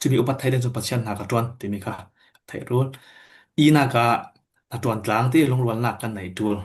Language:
Falam Chin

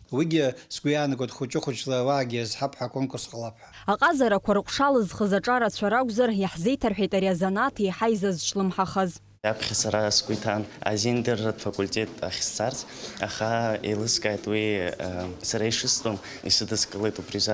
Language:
Abkhazian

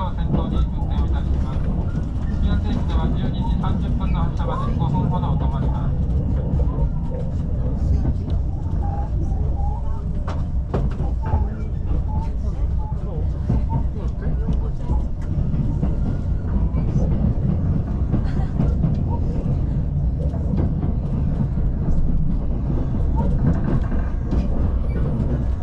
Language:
Japanese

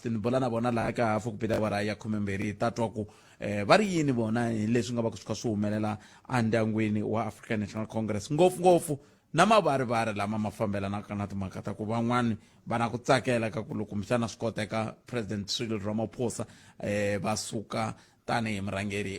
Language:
Tsonga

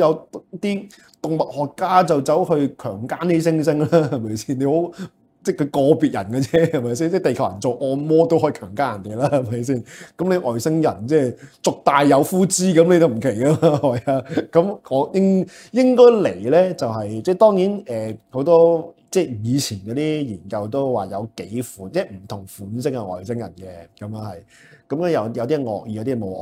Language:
Cantonese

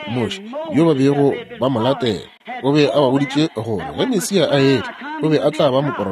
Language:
Northern Sotho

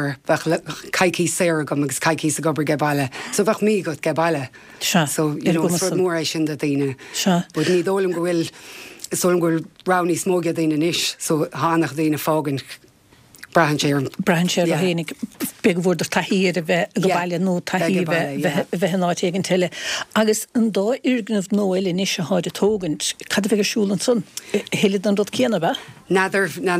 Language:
Irish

